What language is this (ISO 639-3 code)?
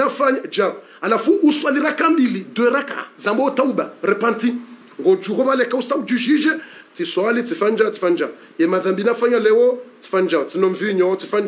swa